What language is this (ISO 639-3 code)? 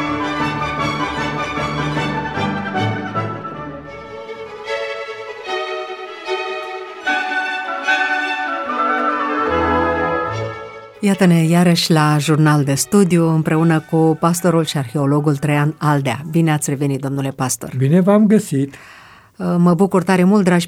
ron